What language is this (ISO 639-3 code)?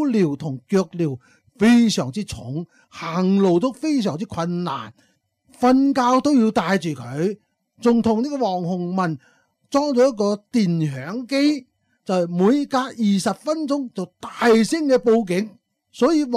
yue